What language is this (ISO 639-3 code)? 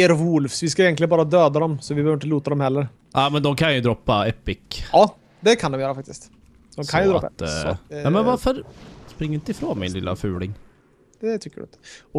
swe